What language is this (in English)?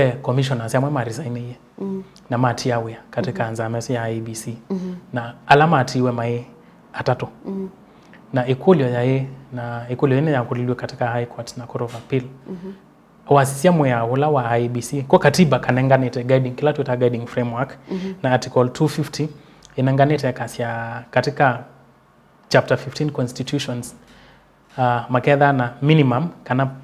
Kamba